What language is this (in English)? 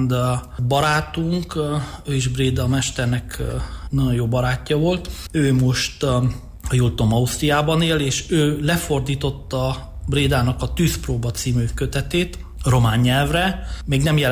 Hungarian